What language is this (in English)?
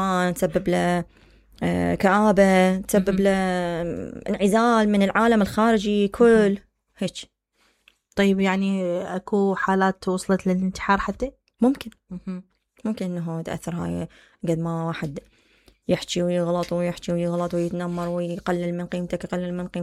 Mesopotamian Arabic